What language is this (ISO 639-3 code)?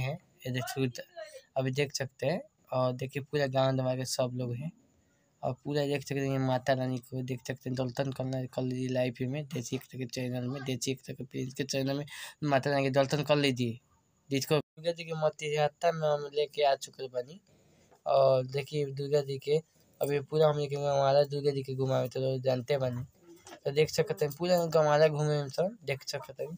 bho